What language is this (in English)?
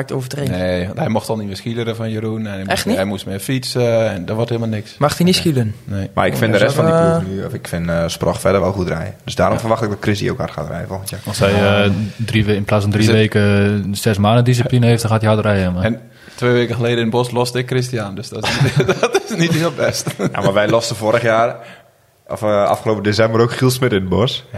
Dutch